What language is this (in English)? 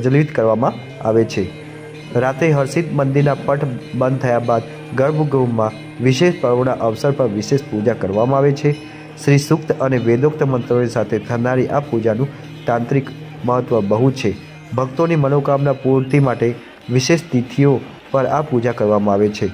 Gujarati